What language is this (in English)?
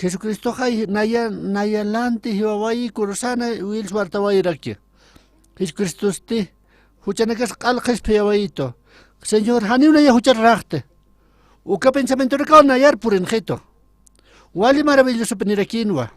Aymara